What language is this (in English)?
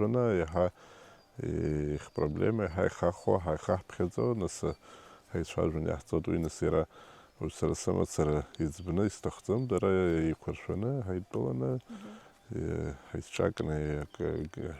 Abkhazian